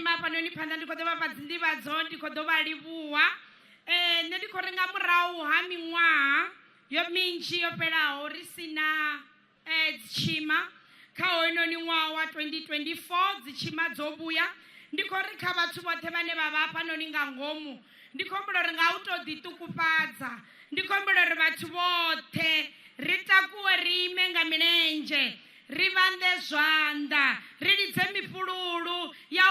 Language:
Venda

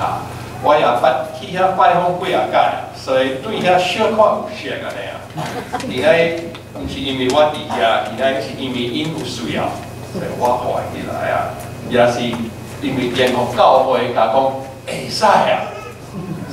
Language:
Min Nan Chinese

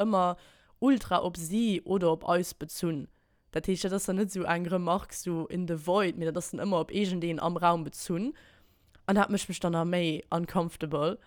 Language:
Luxembourgish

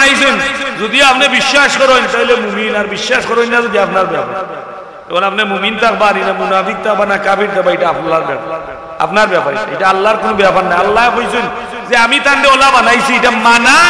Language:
Sylheti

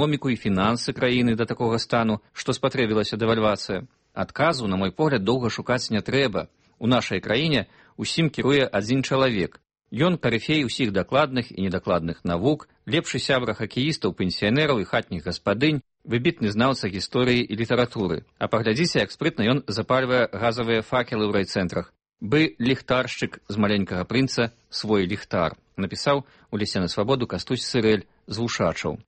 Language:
Belarusian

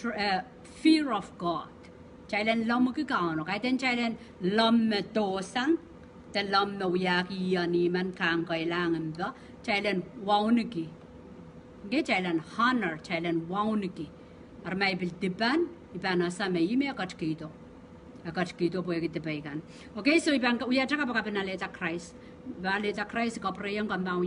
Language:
Pohnpeian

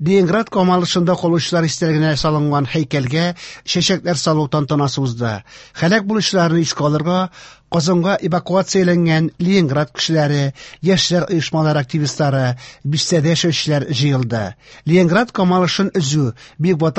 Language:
Tatar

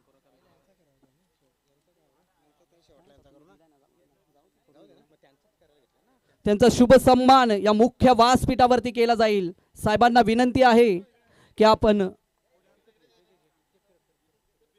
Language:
Marathi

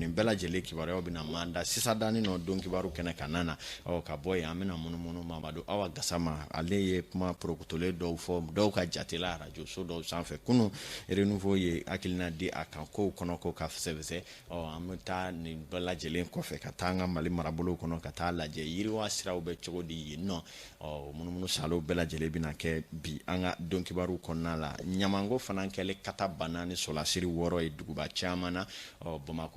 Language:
Bambara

